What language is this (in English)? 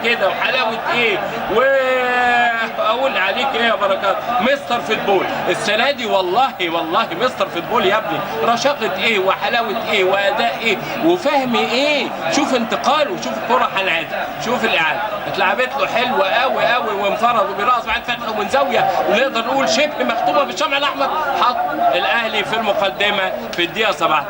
Egyptian Arabic